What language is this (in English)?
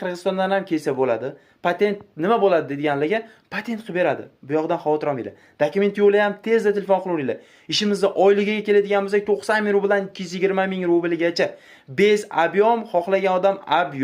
Uzbek